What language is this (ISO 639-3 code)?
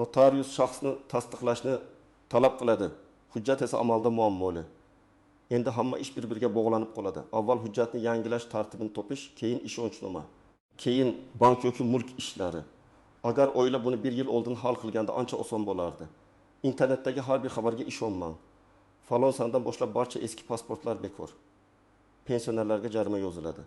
uzb